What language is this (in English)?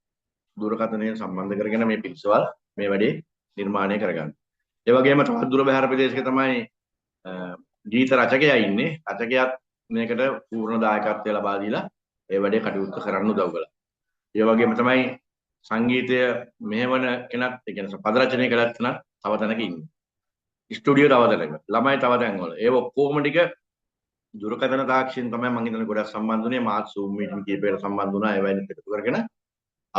Sinhala